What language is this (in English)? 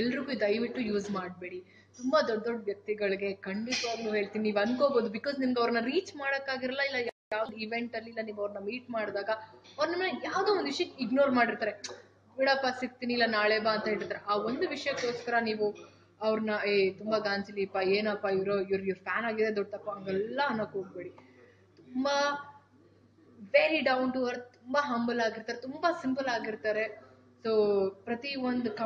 Kannada